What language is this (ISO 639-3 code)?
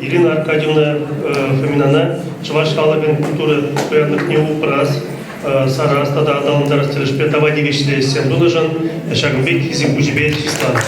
chv